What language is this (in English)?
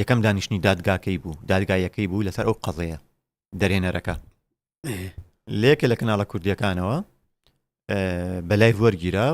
Central Kurdish